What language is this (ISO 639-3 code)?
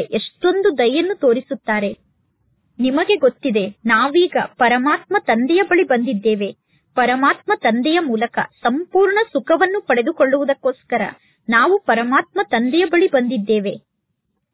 kan